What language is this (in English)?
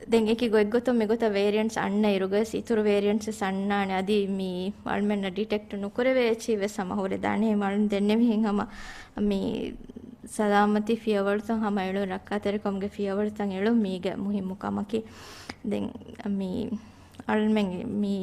Divehi